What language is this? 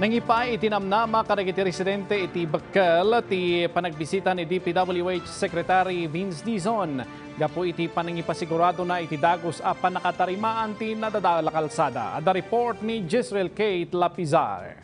Iloko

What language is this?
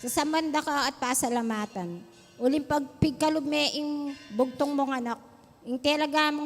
Pampanga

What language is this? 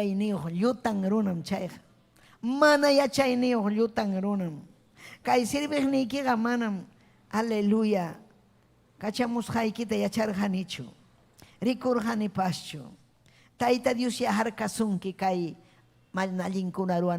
Ayacucho Quechua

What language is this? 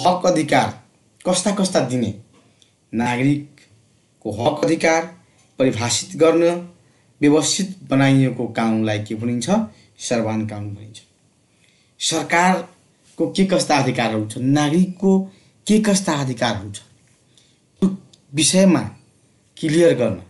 Nepali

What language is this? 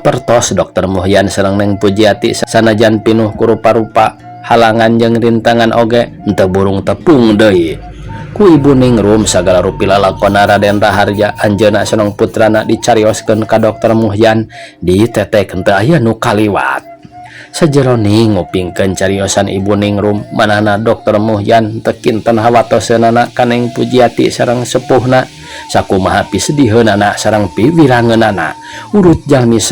Sundanese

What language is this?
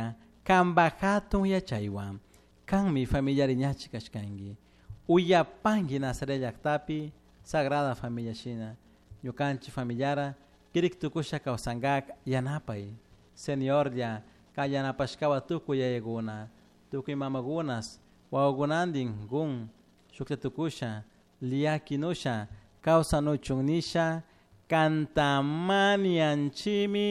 Chimborazo Highland Quichua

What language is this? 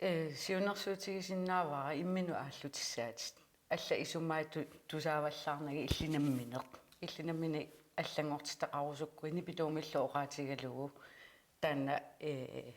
Kalaallisut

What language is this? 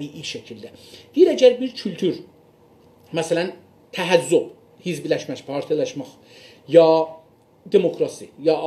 South Azerbaijani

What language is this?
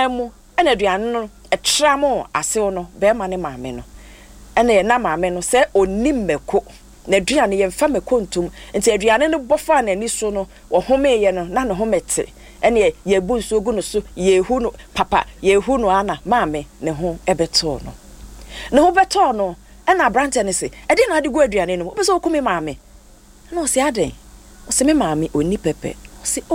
Akan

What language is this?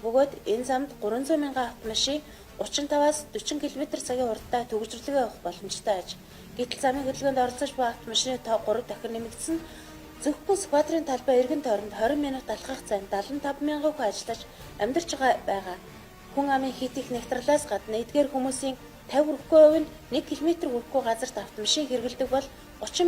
Mongolian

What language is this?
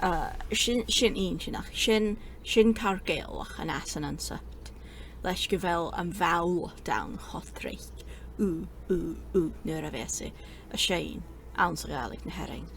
Scottish Gaelic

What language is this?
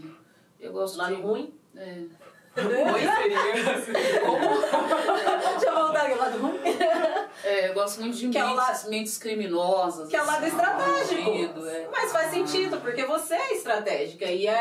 Portuguese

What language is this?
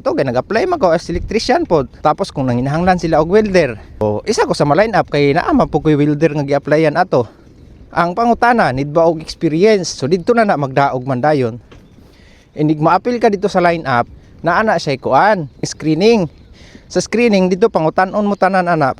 Cebuano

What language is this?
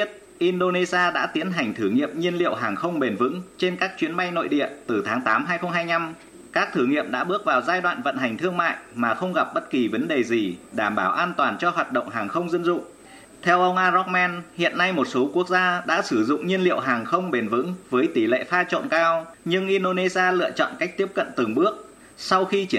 Vietnamese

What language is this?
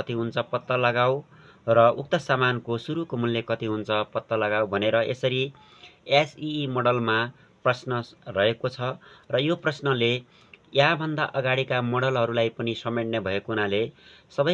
Nepali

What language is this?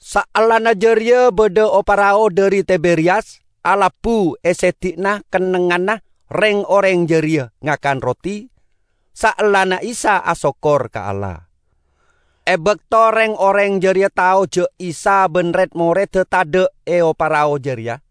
Madurese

